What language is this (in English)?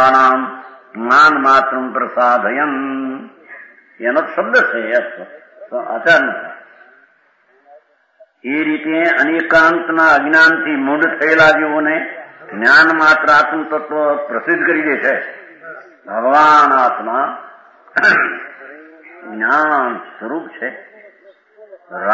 Gujarati